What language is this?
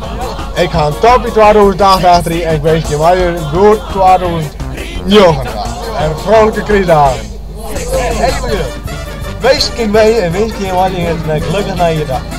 Western Frisian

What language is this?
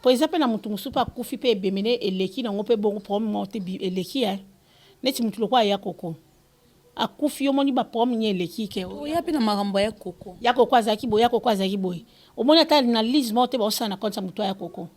Lingala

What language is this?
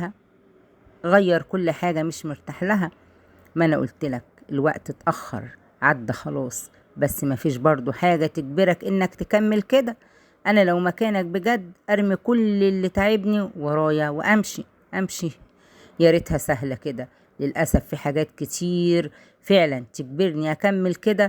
Egyptian Arabic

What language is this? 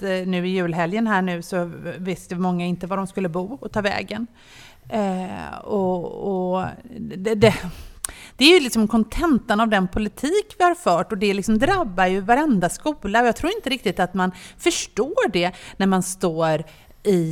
Swedish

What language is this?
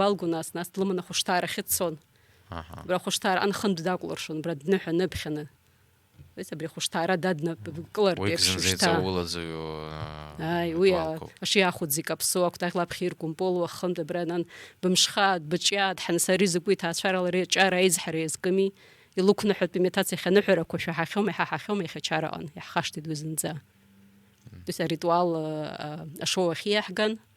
Abkhazian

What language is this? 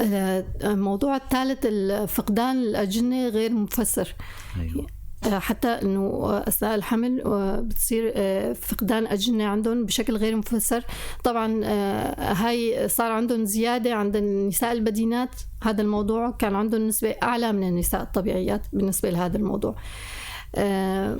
North Levantine Arabic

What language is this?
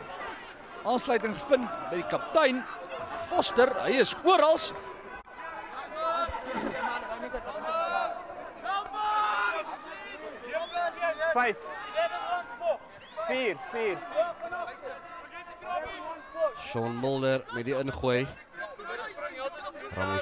Afrikaans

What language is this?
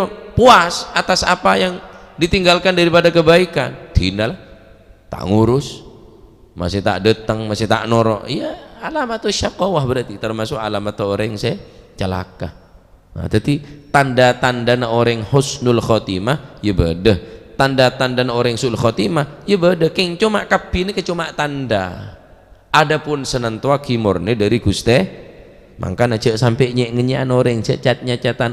Madurese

